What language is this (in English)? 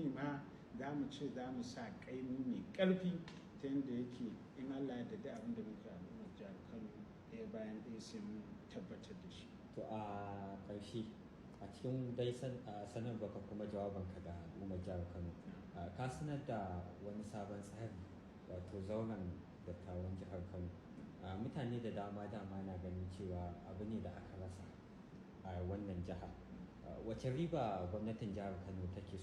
Hausa